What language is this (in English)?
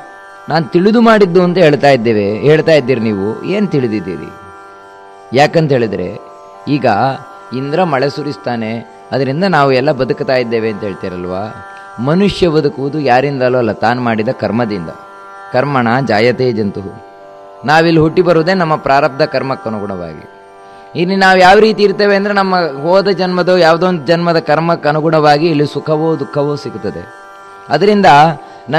Kannada